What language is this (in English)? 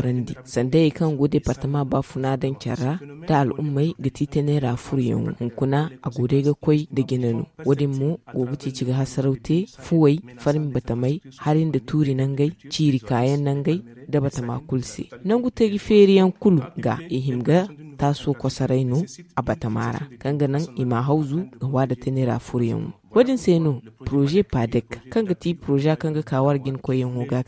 Zarma